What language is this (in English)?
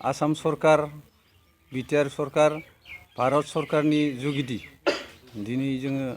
Bodo